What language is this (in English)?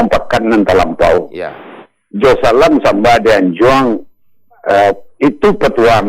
Minangkabau